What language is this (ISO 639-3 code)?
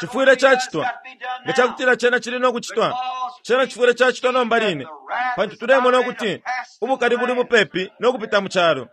bem